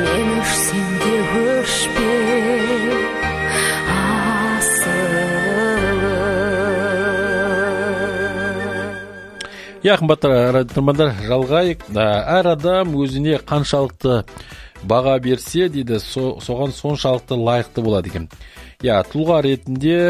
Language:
Kazakh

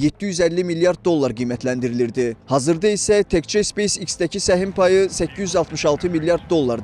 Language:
Azerbaijani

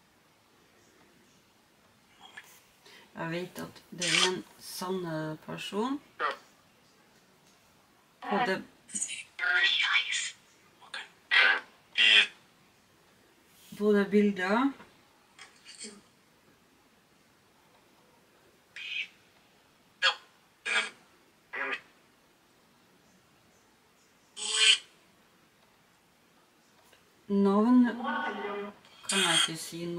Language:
Norwegian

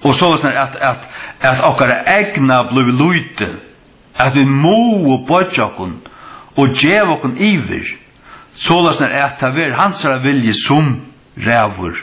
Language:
Faroese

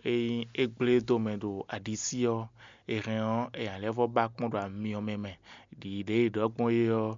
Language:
Fon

